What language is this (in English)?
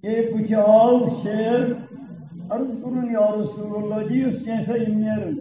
Kashmiri